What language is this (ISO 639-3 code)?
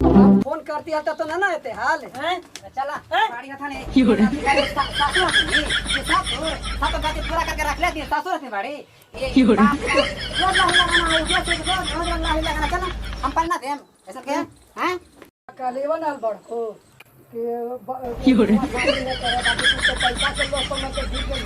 mag